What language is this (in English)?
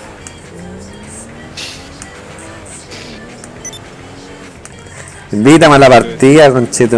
Spanish